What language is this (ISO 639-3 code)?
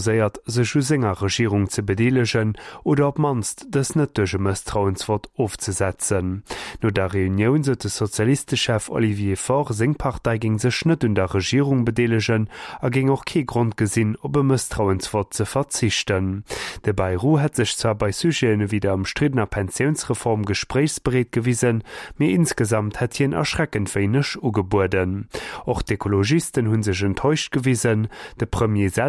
ltz